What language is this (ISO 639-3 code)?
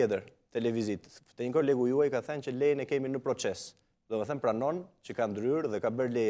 sqi